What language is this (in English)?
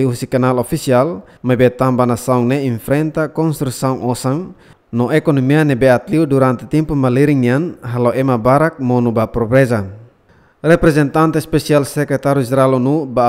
Tetum